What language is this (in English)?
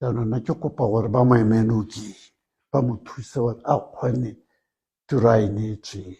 Tswana